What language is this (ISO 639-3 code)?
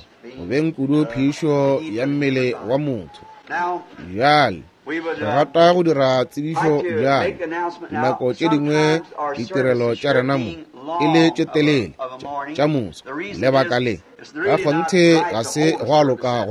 nso